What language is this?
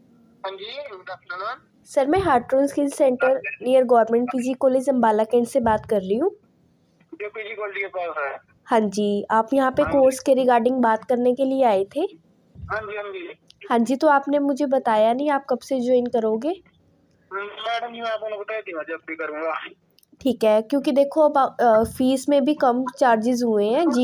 Hindi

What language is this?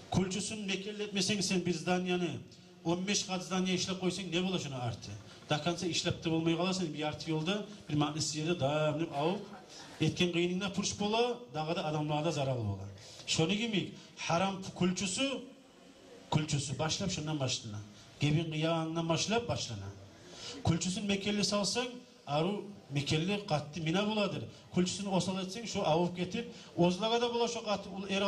Kumyk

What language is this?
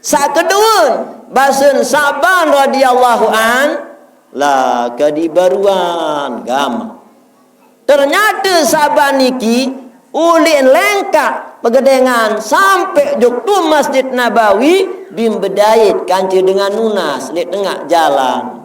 Sasak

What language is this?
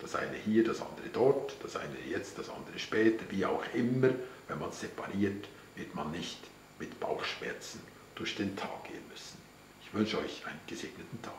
Swiss German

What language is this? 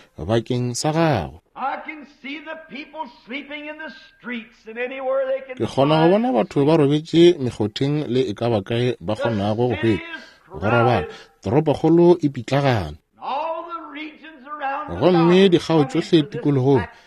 Northern Sotho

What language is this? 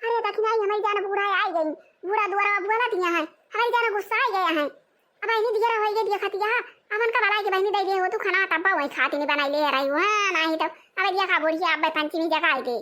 Awadhi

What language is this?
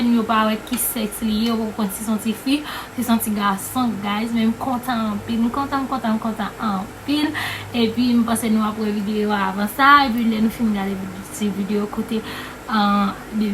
Haitian Creole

